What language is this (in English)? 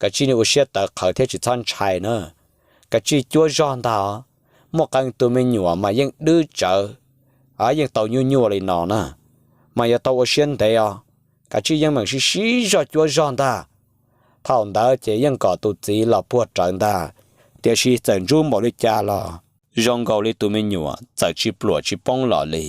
Hmong